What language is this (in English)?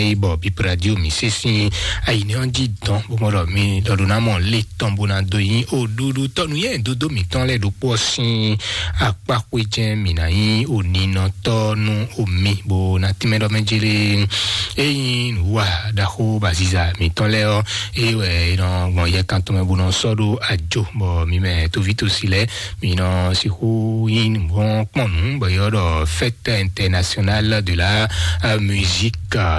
Fon